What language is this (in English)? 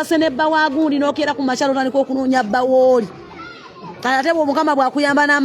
Ganda